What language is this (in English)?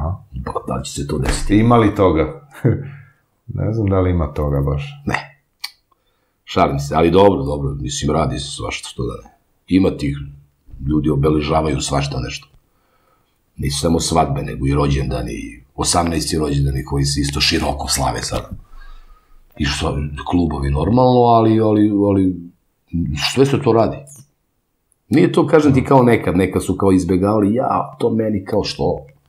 Serbian